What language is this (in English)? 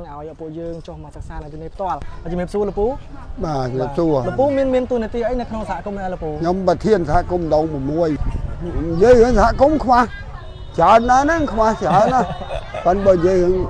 Khmer